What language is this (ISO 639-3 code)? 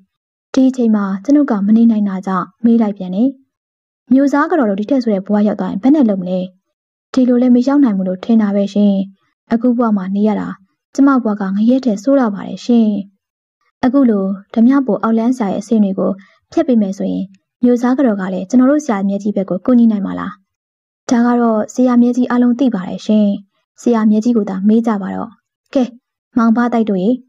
mya